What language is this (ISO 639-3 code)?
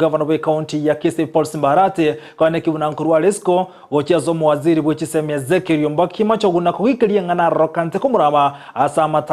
guz